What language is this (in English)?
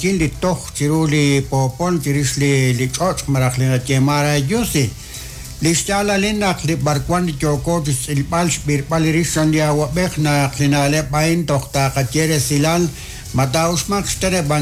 Kekchí